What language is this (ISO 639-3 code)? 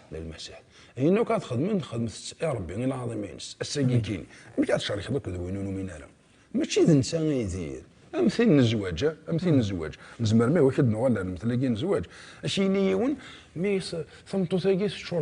kab